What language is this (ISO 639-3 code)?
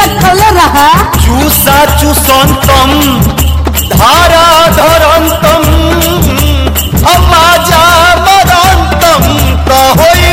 bho